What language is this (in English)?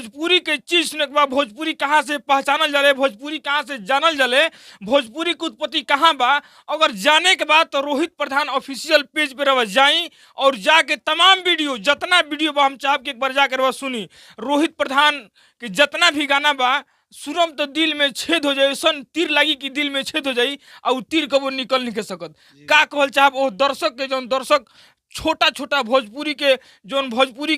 Bhojpuri